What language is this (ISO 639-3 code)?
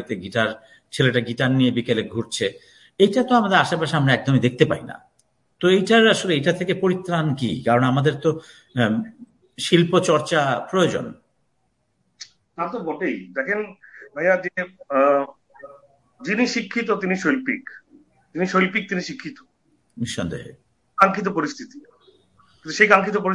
ben